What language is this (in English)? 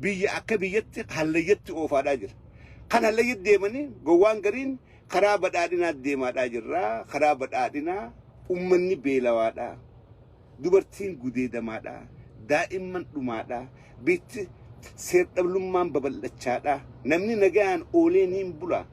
Oromo